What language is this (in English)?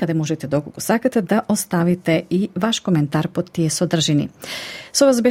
Macedonian